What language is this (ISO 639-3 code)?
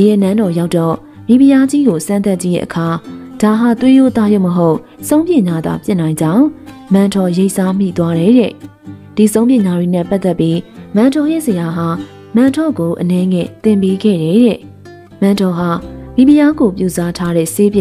mya